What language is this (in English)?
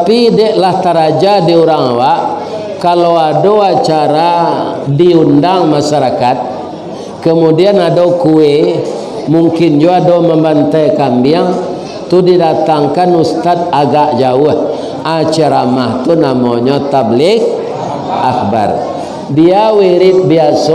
Minangkabau